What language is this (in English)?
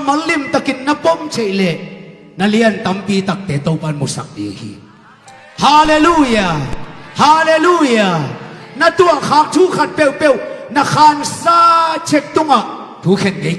Tedim Chin